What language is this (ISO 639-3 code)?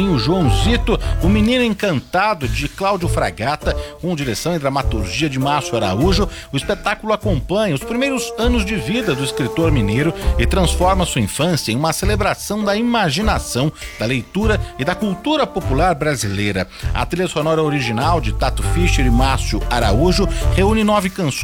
por